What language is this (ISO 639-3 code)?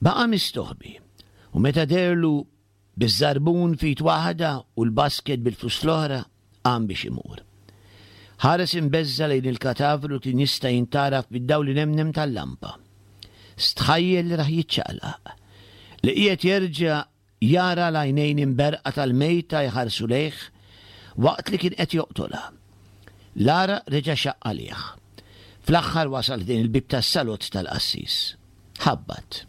mlt